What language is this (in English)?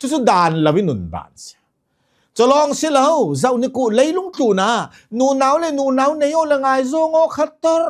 Hakha Chin